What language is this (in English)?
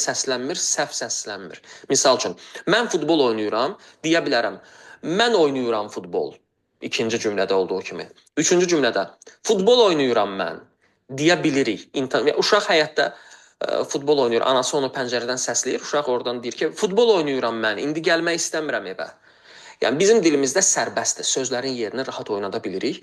Azerbaijani